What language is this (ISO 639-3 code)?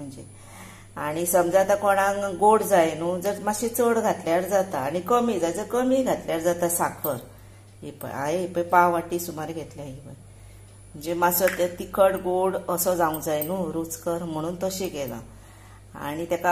kok